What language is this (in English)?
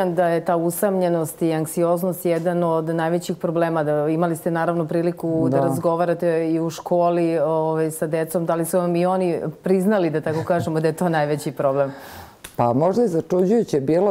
Serbian